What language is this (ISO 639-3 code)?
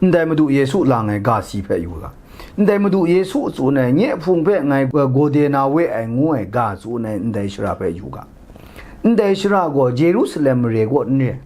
kac